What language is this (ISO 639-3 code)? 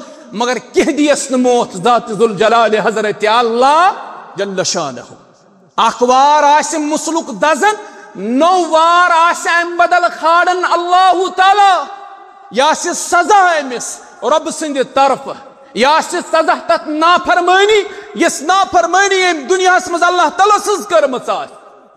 kas